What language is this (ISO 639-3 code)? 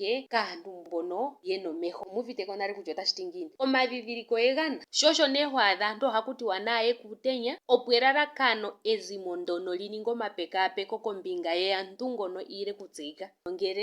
ndo